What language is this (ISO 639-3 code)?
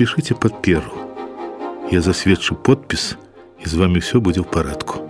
bel